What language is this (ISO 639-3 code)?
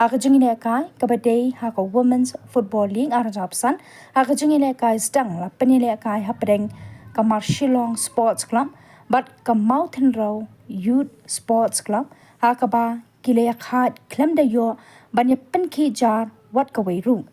kha